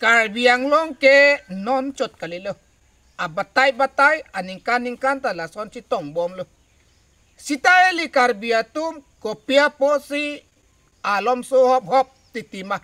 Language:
Karbi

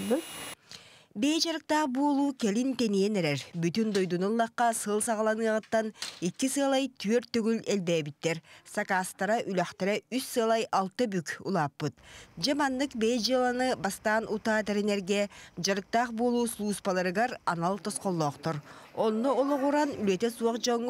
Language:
Yakut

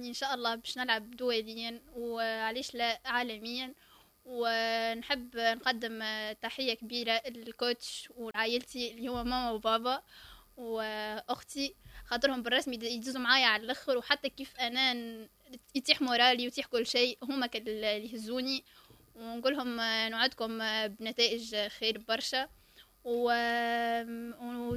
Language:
Tunisian Arabic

